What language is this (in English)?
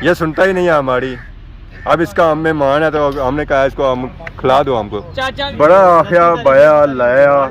Pahari-Potwari